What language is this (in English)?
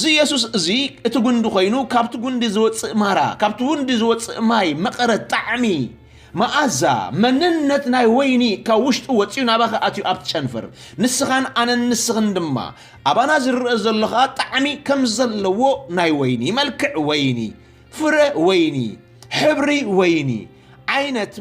Tigrinya